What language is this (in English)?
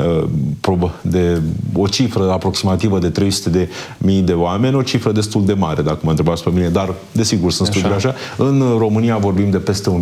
Romanian